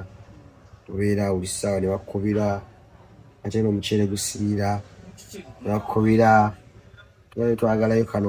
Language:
Ganda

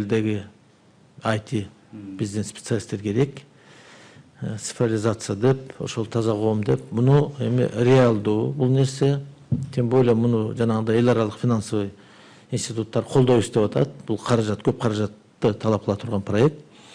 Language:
Kyrgyz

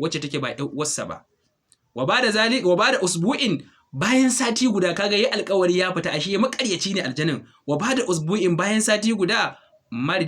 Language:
Hausa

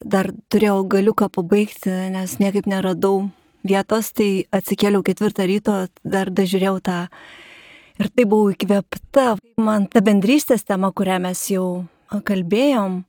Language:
Lithuanian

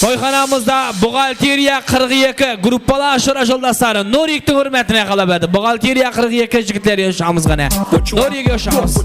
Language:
Kara-Kalpak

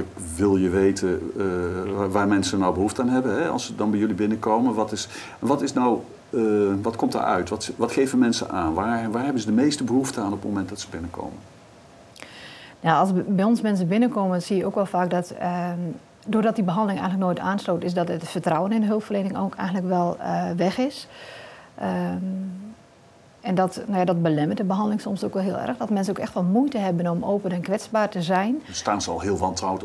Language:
Dutch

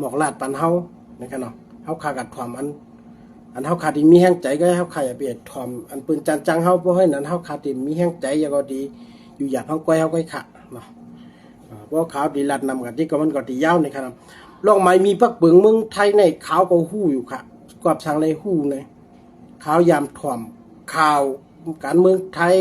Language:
Shan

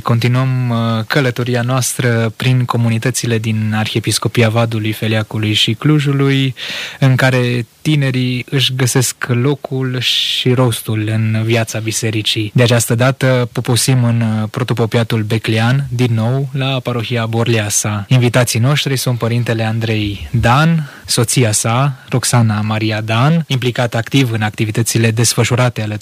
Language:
Romanian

